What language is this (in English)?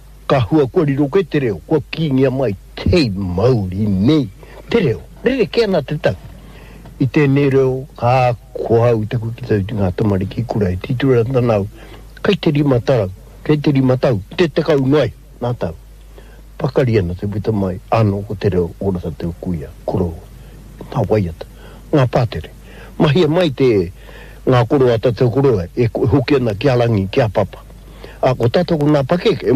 Māori